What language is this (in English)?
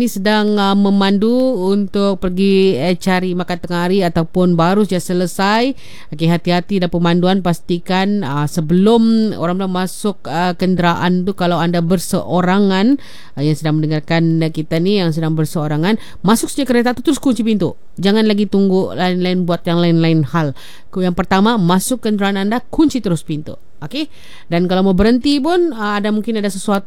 Malay